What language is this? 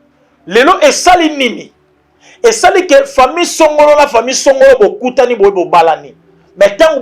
Lingala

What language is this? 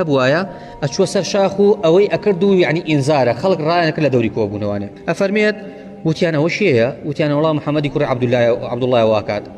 Central Kurdish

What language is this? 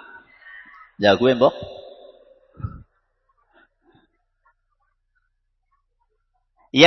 Indonesian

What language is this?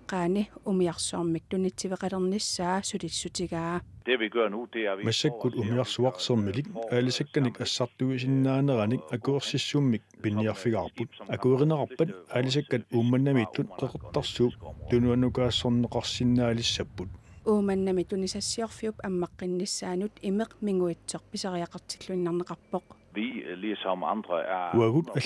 Kalaallisut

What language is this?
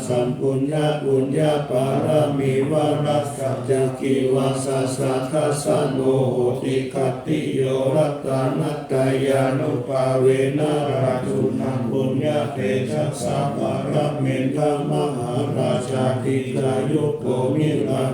Pali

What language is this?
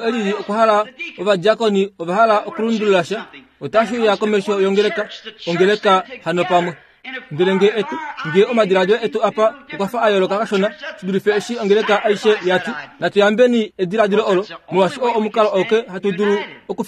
Kuanyama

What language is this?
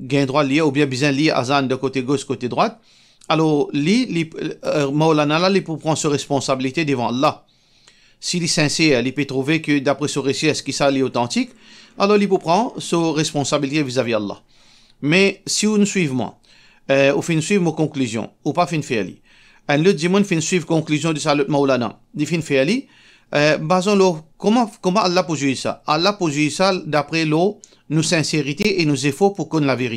Morisyen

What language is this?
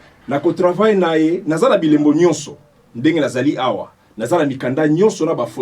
Lingala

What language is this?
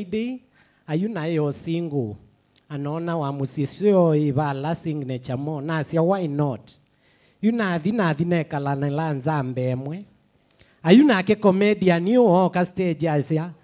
Kamba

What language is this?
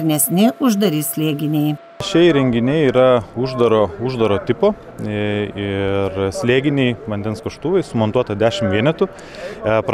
Lithuanian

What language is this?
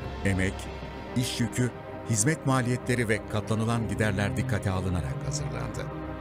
Turkish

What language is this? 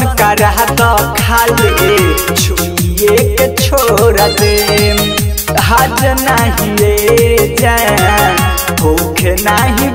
Bhojpuri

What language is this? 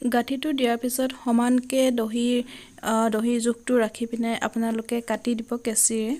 Assamese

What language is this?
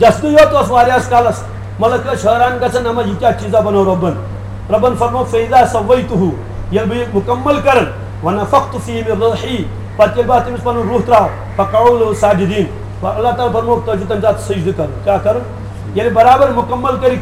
Kashmiri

